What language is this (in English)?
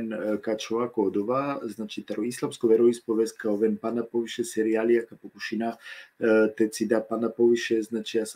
Balkan Romani